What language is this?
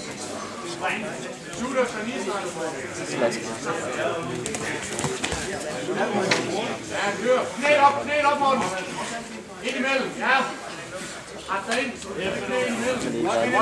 Danish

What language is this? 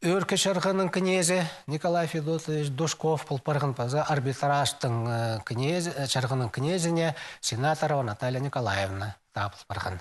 Khakas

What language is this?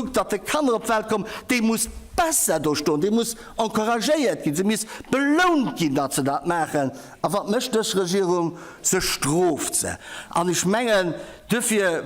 Luxembourgish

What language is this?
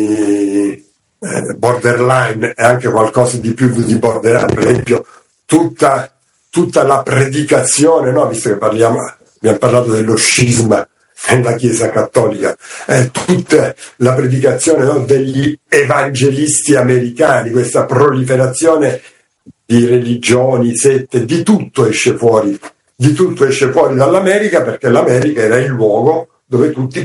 Italian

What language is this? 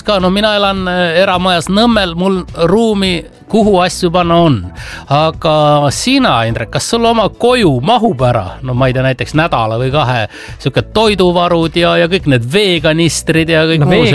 Estonian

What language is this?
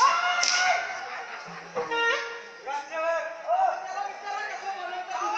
Marathi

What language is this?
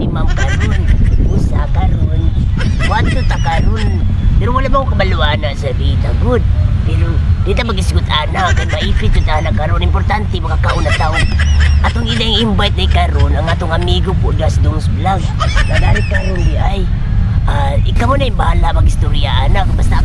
Cebuano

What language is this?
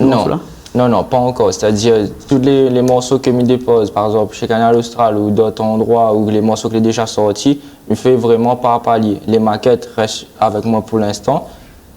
Réunion Creole French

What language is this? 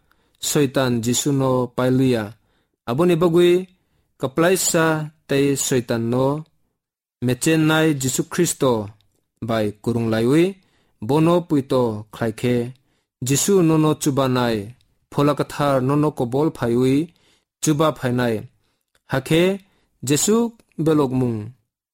Kok Borok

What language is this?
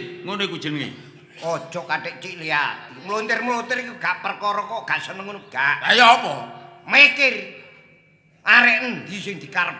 Javanese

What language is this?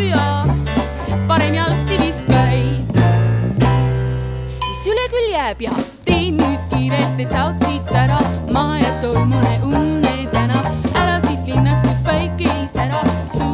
Estonian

